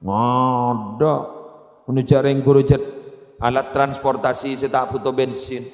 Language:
Madurese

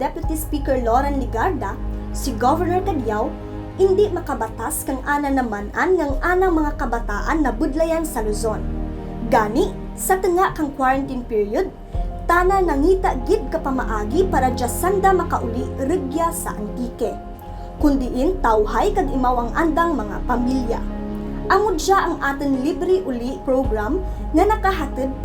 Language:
Kinaray-a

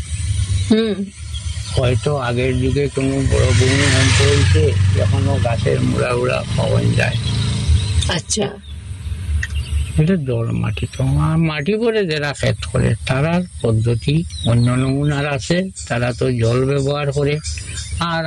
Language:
Bangla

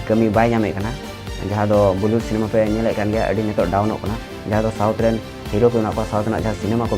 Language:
Santali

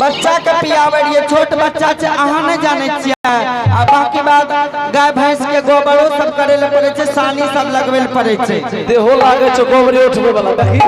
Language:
Angika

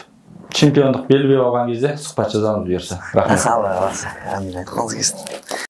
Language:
Kazakh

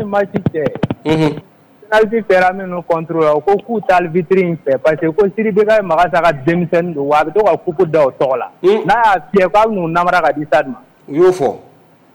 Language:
Bambara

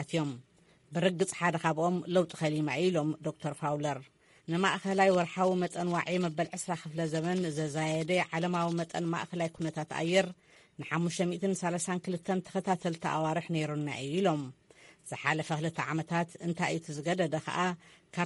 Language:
Tigrinya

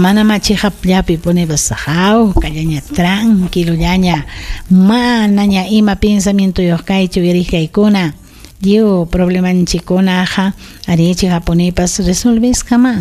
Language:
Ayacucho Quechua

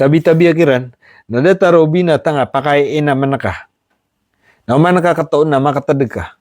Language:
Maranao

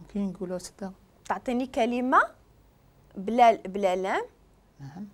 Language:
Moroccan Arabic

